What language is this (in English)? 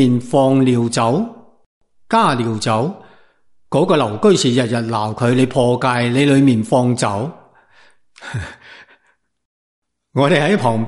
Cantonese